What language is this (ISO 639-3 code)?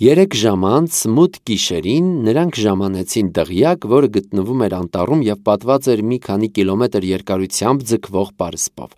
hye